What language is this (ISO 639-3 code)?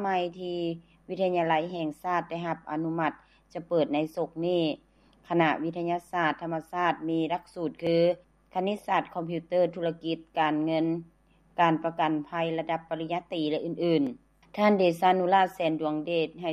lao